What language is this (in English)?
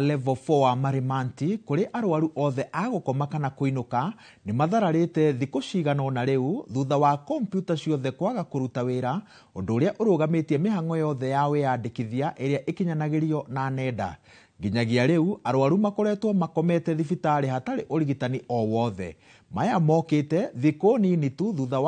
Kikuyu